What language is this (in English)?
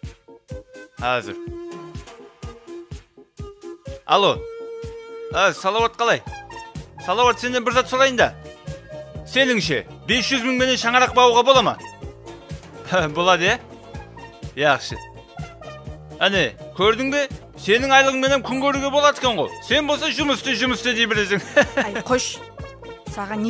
Kazakh